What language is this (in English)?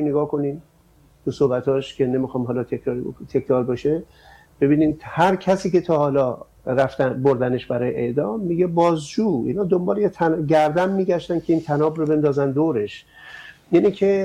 Persian